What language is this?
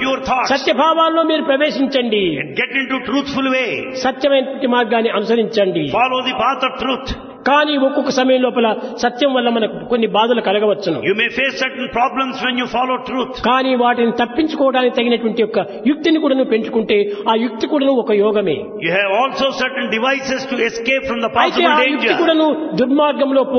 Telugu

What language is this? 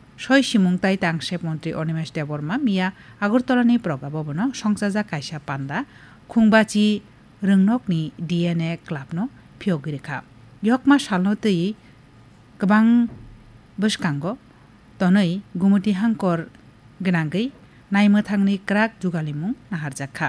Kok Borok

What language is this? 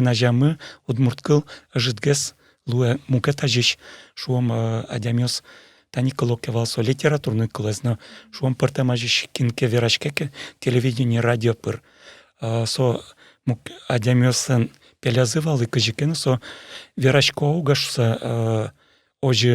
Udmurt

